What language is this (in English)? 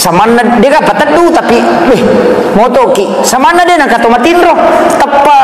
Buginese